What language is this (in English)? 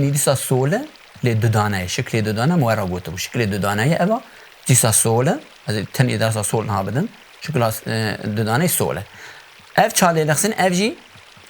Kurdish